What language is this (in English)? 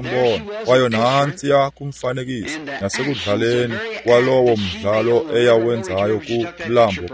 Xhosa